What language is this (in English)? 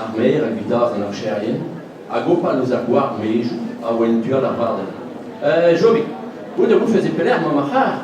Breton